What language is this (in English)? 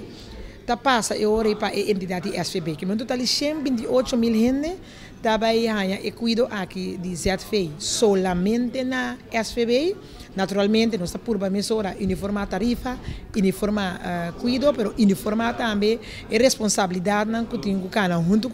Papiamento